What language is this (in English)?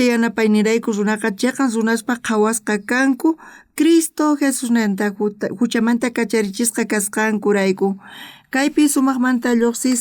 South Bolivian Quechua